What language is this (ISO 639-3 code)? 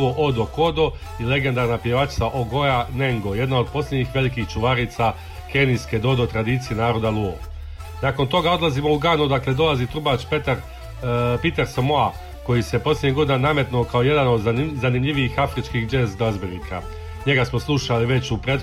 hrv